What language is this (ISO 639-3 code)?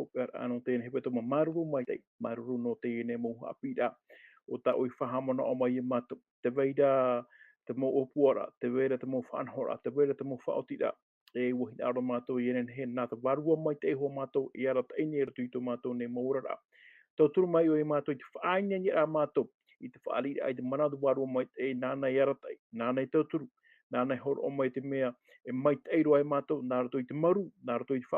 tah